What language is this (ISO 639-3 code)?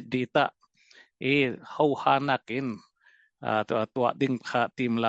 cnh